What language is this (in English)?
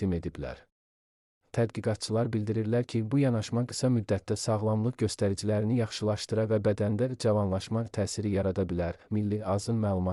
Azerbaijani